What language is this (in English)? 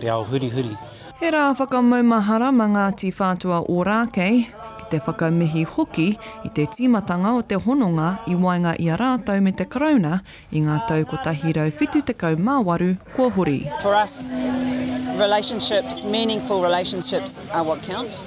Māori